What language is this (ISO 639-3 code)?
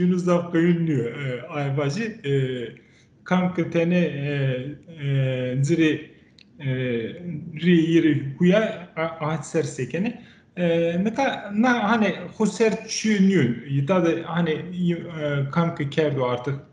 zza